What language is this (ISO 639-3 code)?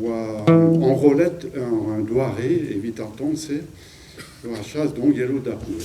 bre